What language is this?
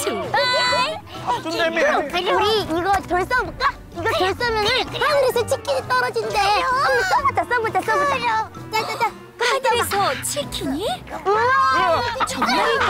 Korean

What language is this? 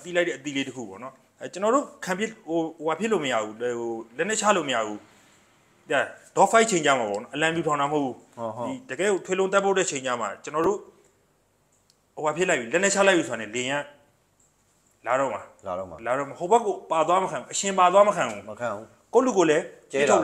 Burmese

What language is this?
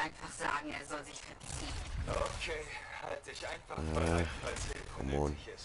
Swiss German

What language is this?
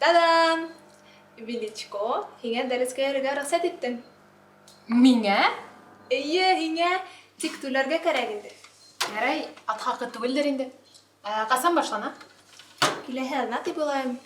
Bashkir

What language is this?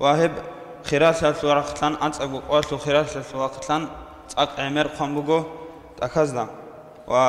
Avaric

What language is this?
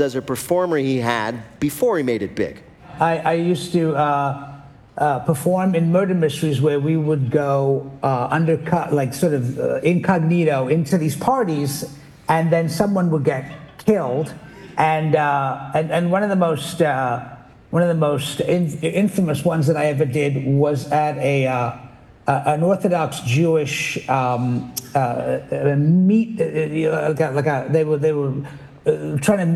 English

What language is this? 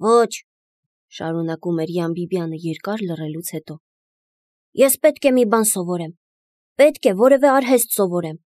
Armenian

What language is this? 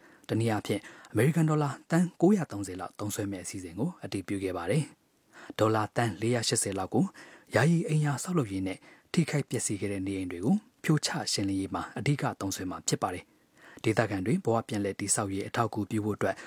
Burmese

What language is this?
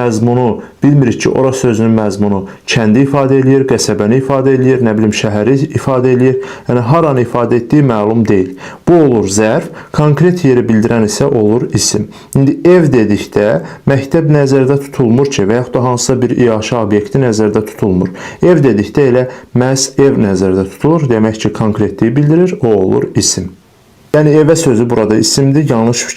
Azerbaijani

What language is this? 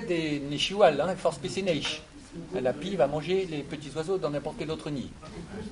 Breton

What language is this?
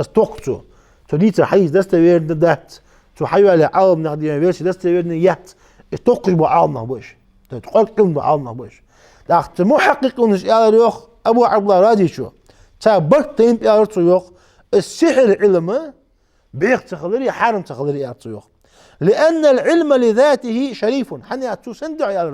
Ingush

